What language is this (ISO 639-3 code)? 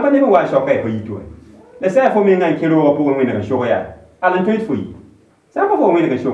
mos